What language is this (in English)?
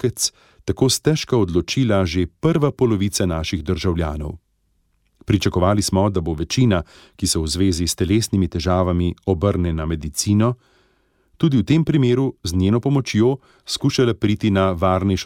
Slovenian